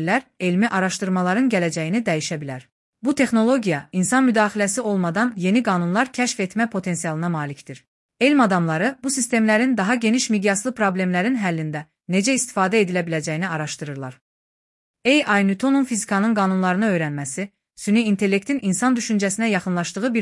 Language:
Azerbaijani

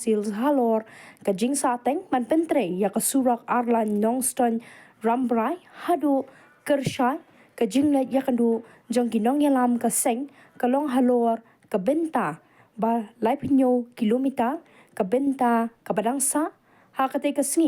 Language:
Khasi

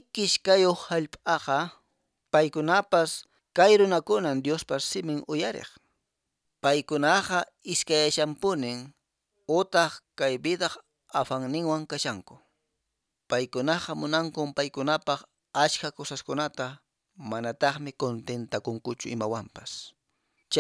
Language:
Quechua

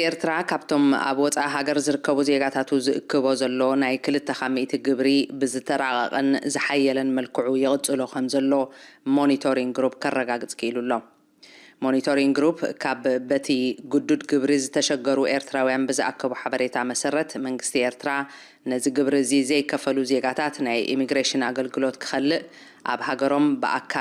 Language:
Tigrinya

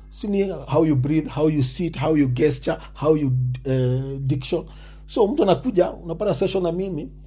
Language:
Swahili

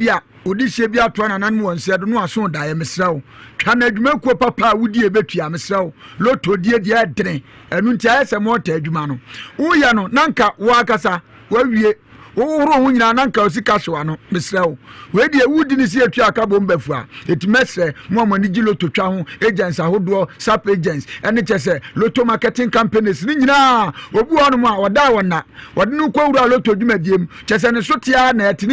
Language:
Akan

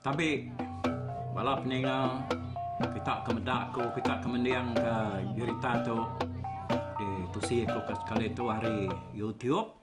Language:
Iban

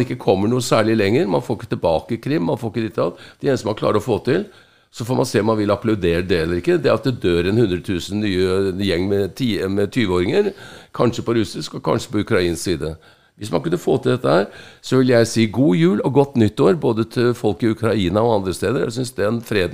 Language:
Norwegian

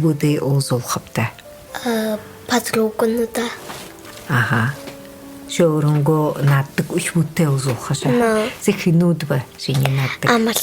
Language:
Buriat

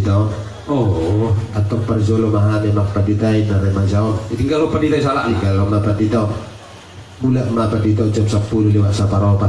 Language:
Batak Toba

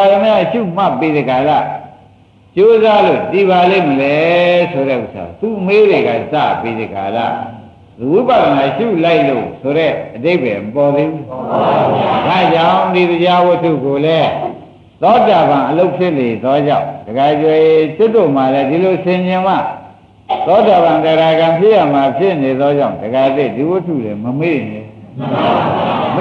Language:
Burmese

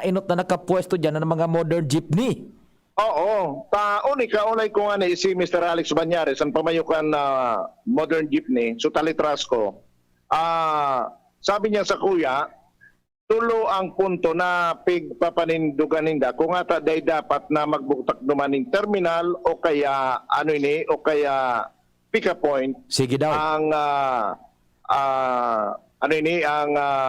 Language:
Bikol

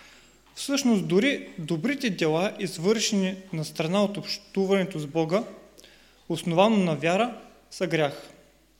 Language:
Bulgarian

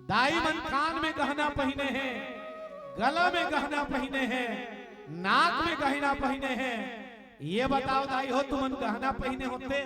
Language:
Chhattisgarhi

